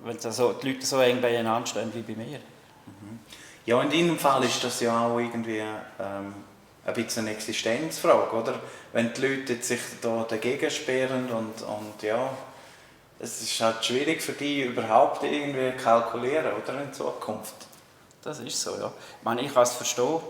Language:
Swiss German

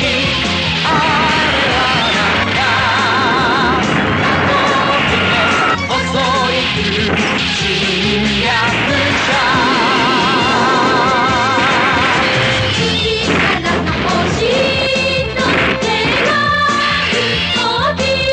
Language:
Japanese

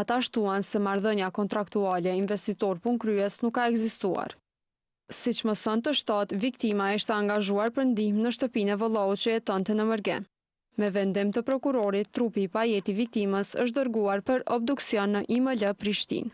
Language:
Albanian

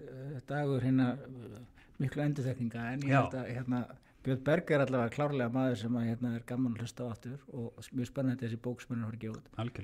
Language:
Icelandic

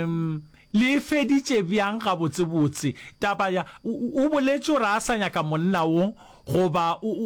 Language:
Northern Sotho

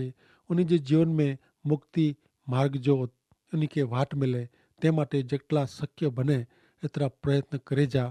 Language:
Kachhi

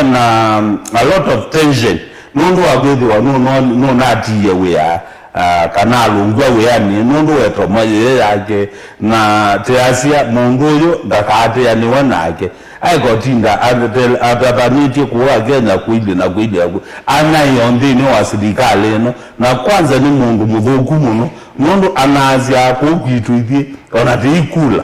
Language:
Kamba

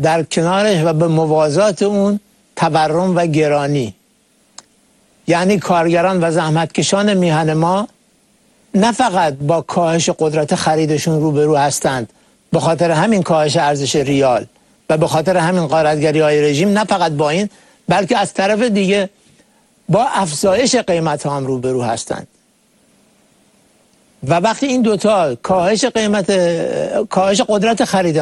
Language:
Persian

